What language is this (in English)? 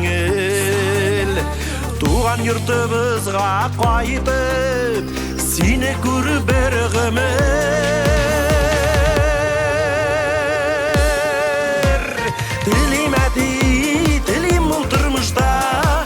Tatar